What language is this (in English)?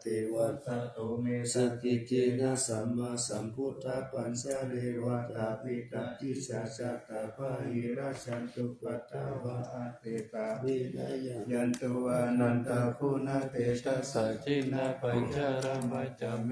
Pali